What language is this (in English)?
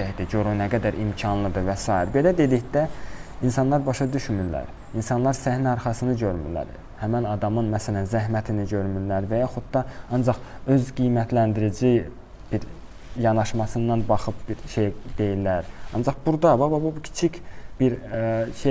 Azerbaijani